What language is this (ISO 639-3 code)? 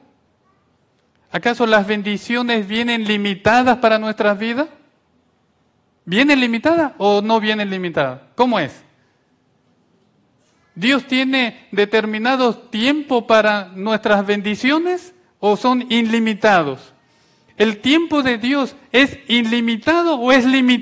spa